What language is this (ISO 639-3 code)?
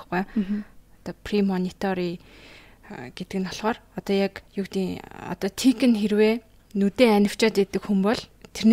mon